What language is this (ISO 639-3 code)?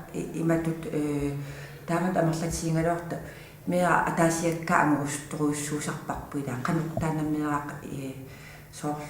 kal